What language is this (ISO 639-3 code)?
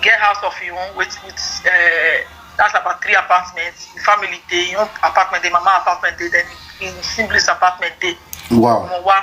pcm